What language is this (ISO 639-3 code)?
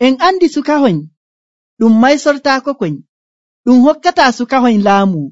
fuv